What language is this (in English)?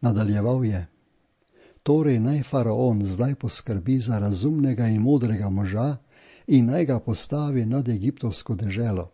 Slovenian